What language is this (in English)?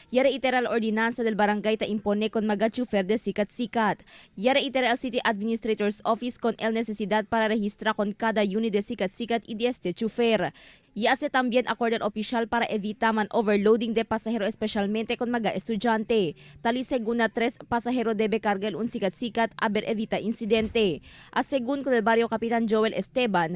Chavacano